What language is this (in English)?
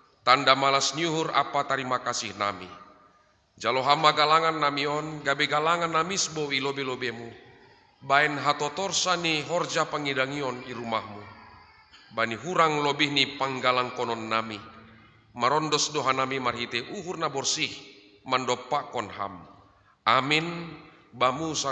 Batak Simalungun